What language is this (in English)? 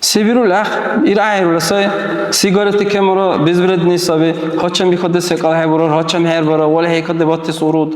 Dargwa